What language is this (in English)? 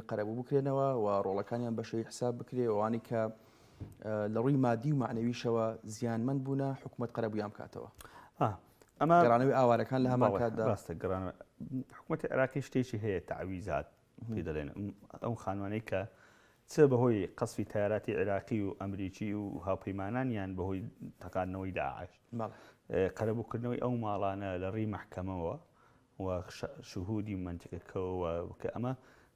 Central Kurdish